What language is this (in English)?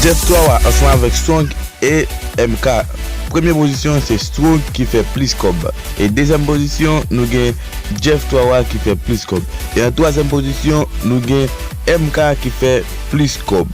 Haitian Creole